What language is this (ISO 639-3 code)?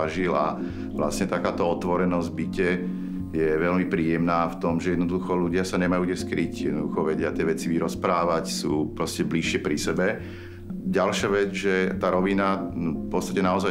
slk